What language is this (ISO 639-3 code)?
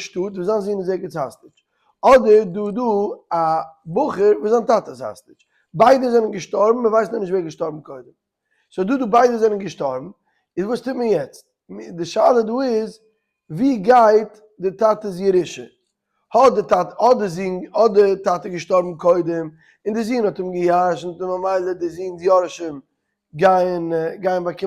yid